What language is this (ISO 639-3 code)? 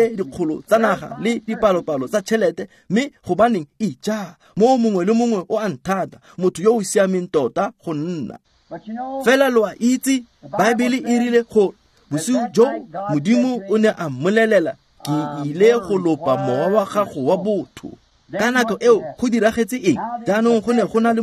tsn